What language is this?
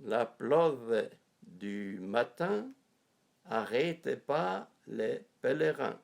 Arpitan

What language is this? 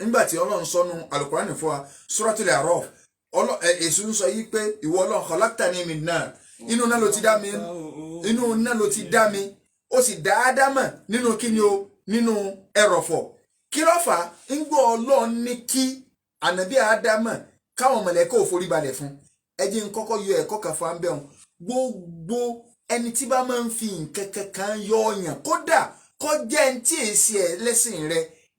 Yoruba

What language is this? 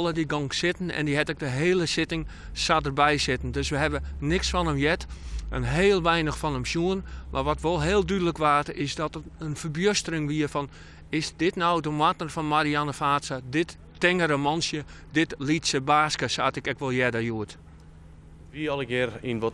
Western Frisian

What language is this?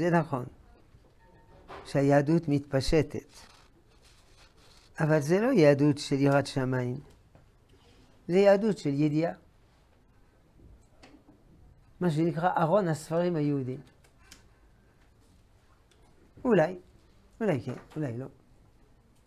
Hebrew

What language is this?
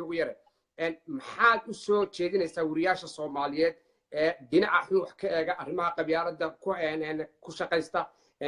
Somali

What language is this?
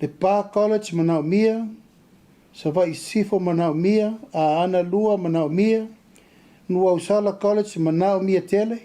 Samoan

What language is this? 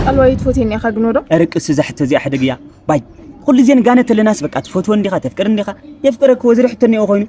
Tigrinya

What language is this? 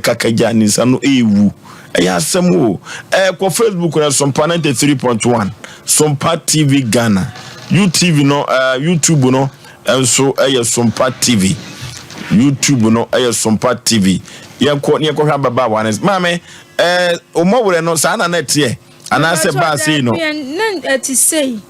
Akan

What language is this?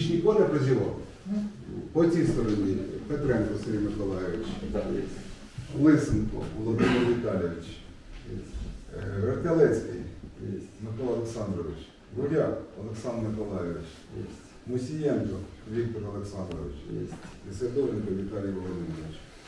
Ukrainian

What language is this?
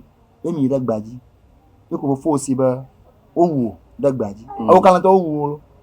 Ewe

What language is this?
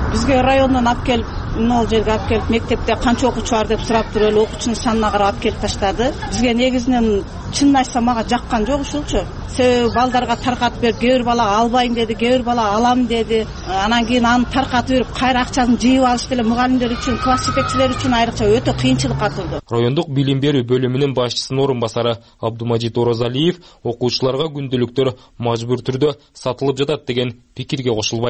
Kyrgyz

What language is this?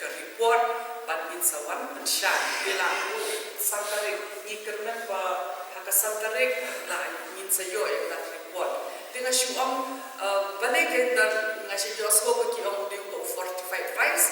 Khasi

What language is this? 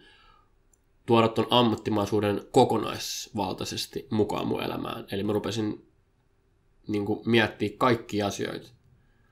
Finnish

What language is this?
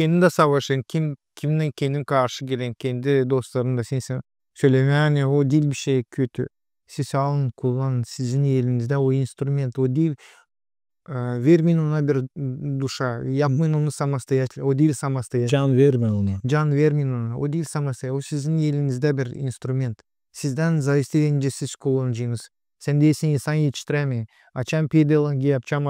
Gagauz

